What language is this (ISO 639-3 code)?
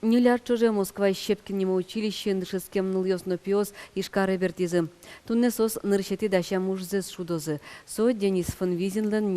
udm